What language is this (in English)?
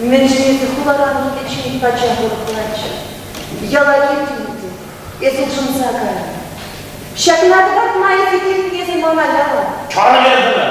Chuvash